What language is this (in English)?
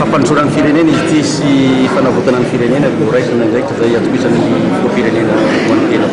Malagasy